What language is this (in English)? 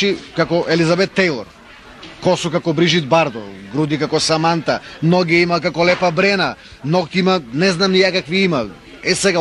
Macedonian